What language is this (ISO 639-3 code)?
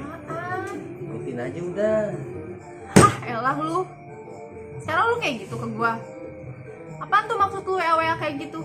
bew